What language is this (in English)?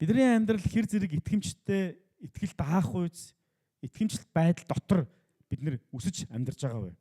Mongolian